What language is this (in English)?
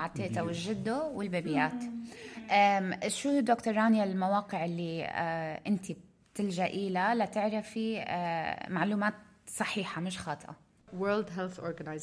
North Levantine Arabic